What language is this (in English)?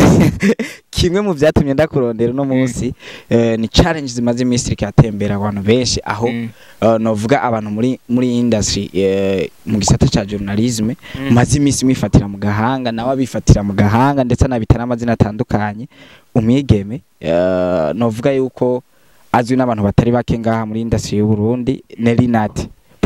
Rundi